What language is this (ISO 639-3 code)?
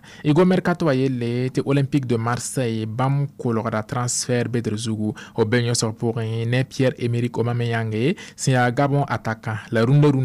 mos